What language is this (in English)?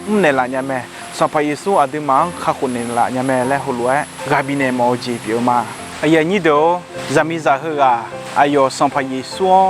Akha